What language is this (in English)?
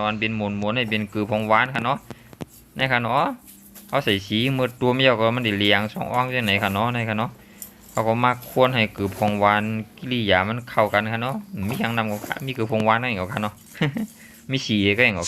Shan